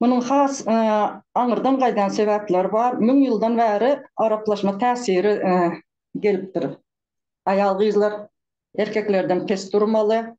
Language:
Turkmen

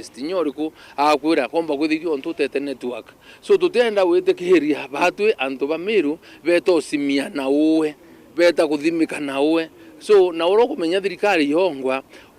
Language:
Meru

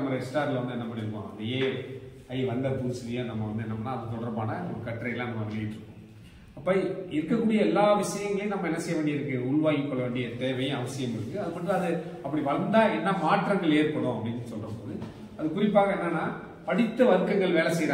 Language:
Tamil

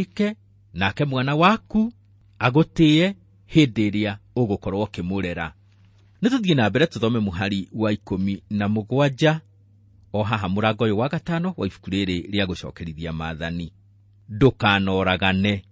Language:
Kikuyu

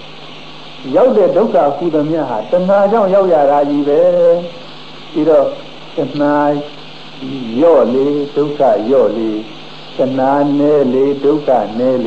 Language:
Burmese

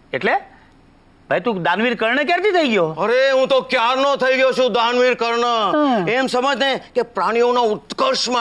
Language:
Gujarati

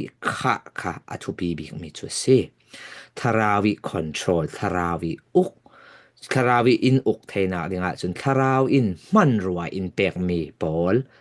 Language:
Falam Chin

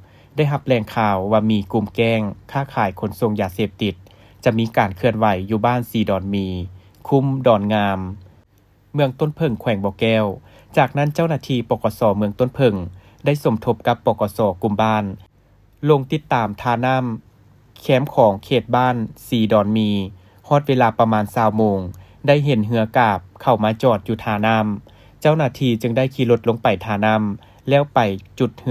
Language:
Lao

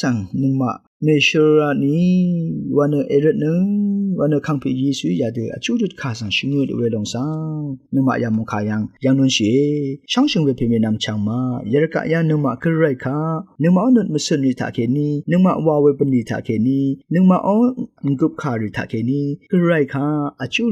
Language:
Rawang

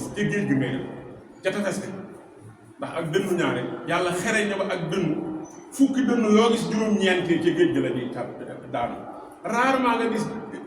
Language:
Wolof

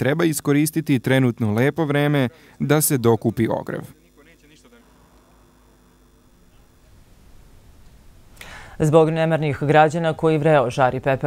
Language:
Serbian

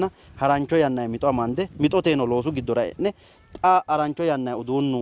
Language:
Sidamo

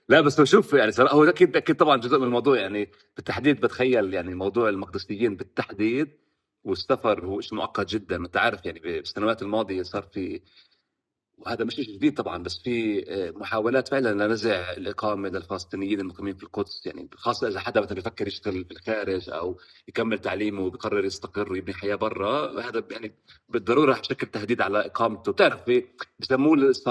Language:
North Levantine Arabic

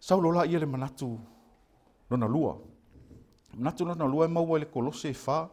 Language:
Samoan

